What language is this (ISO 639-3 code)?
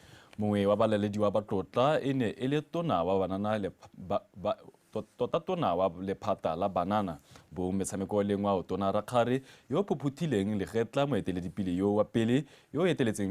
tsn